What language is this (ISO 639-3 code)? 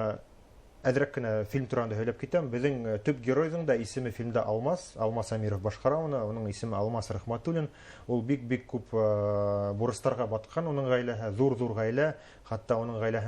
bak